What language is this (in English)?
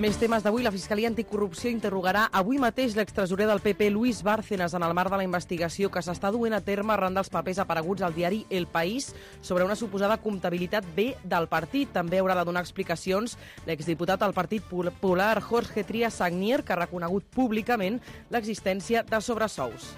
Catalan